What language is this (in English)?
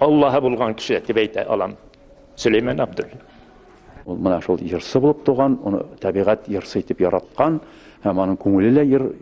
Bashkir